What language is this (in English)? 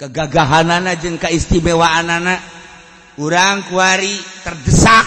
Sundanese